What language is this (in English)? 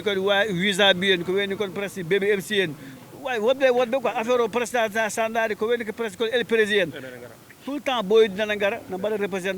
Fula